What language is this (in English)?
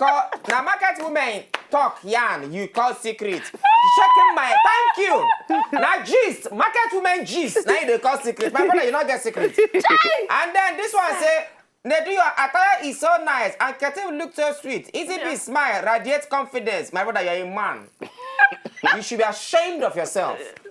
Nigerian Pidgin